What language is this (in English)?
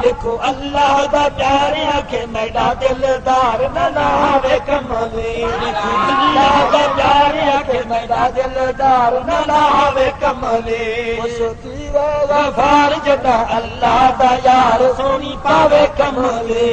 Saraiki